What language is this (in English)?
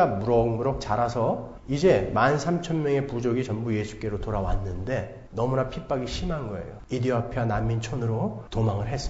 Korean